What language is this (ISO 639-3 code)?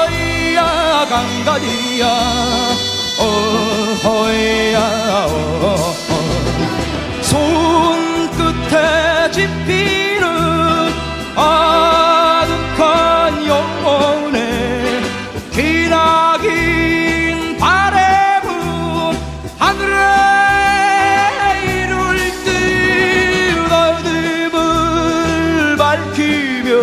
kor